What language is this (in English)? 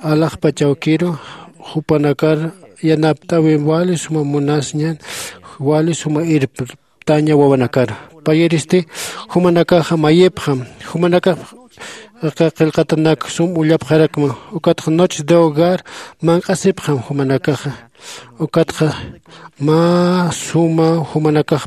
Aymara